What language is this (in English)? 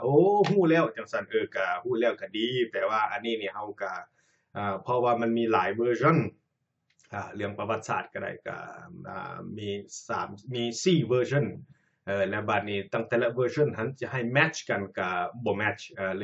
Lao